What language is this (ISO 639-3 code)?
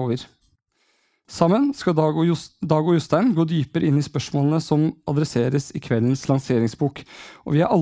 nor